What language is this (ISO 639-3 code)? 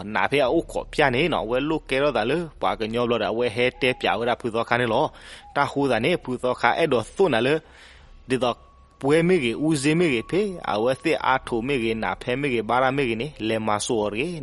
ksw